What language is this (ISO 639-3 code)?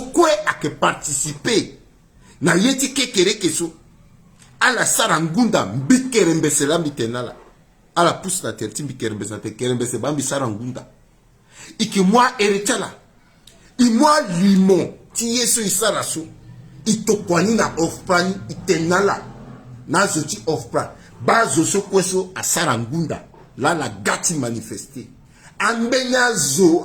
sag